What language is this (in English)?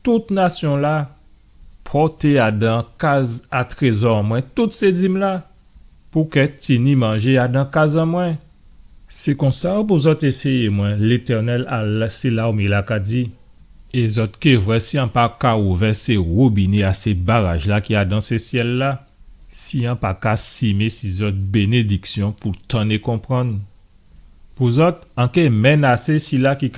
Guadeloupean Creole French